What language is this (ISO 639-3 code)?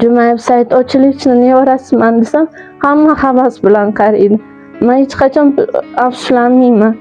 uzb